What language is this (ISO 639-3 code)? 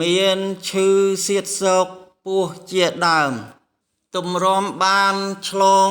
khm